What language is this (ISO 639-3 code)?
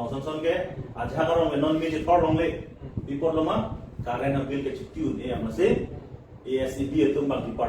mjw